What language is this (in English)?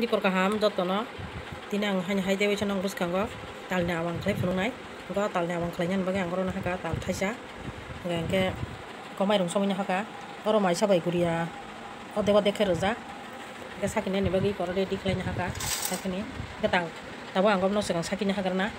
Kok Borok